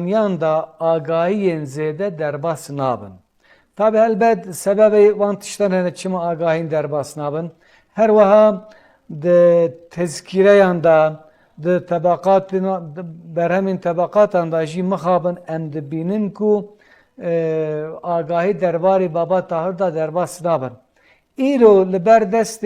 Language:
Kurdish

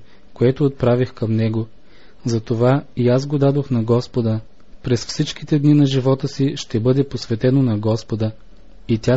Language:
Bulgarian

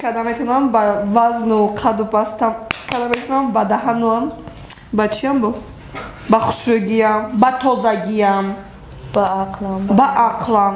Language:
Tajik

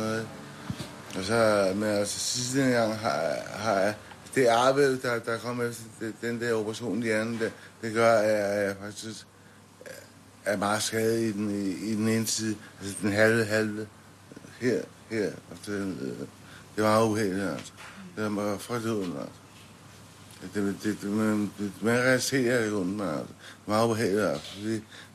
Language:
Danish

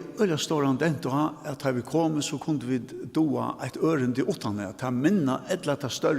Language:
Faroese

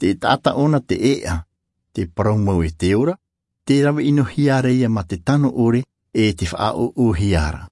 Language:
Tahitian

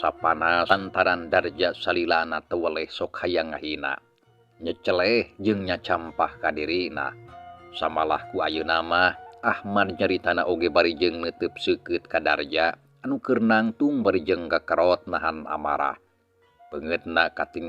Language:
Sundanese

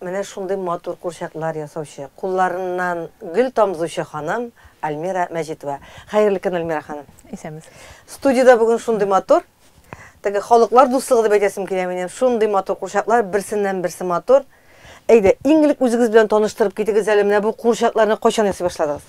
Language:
Tatar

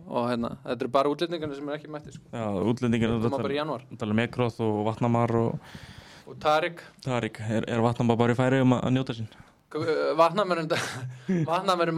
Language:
Icelandic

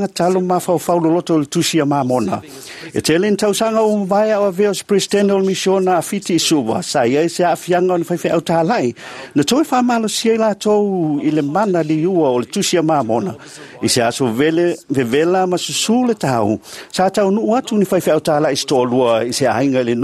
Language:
Samoan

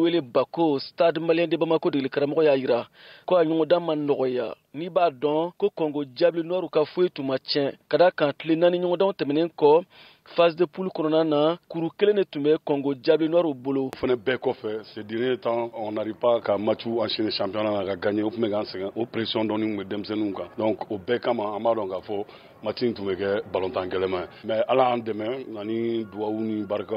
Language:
Bambara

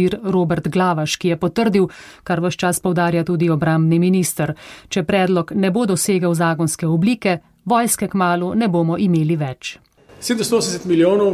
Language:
Slovenian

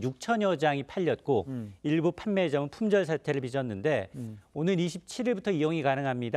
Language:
Korean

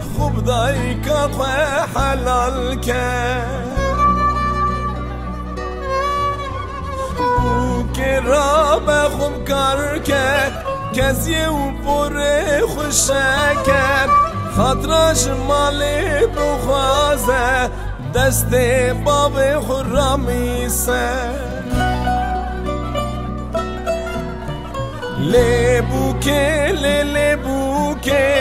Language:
Persian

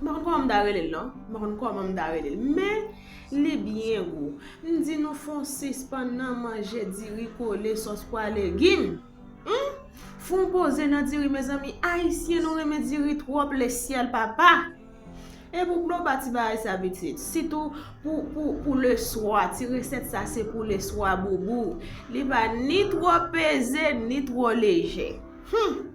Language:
Haitian Creole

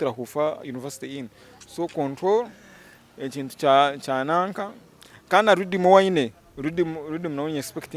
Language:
Nyankole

